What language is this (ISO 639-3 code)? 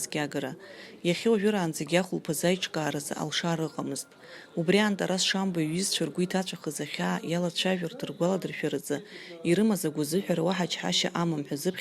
abk